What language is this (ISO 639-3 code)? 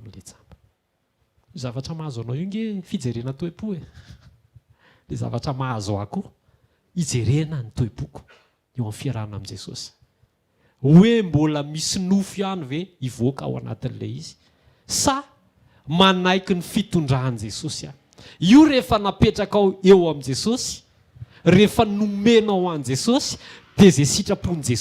mlg